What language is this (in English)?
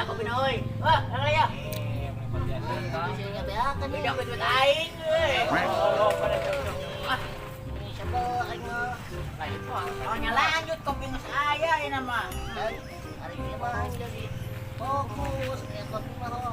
Sundanese